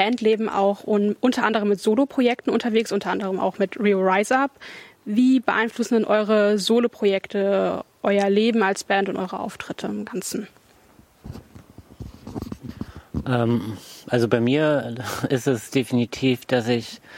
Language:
German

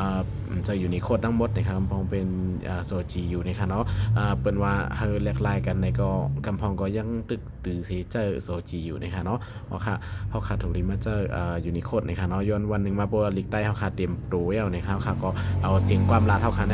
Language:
Shan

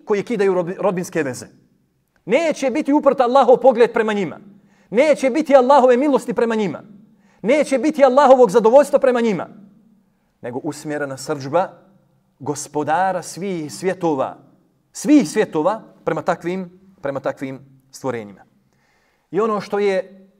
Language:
Bosnian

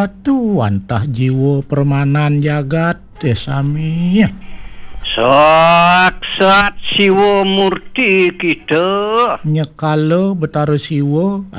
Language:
Balinese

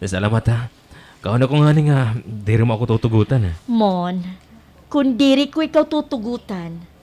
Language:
Waray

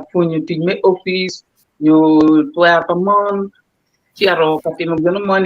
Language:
Acoli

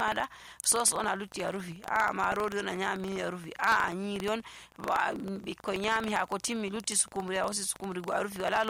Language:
Nigerian Fulfulde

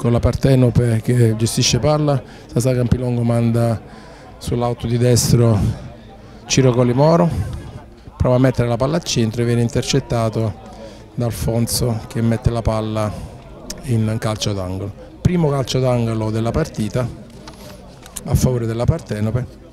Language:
Italian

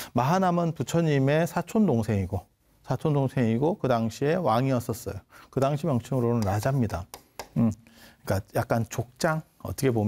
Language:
Korean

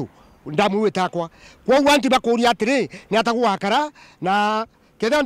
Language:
Meru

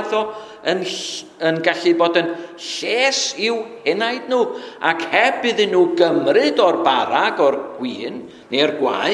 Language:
Welsh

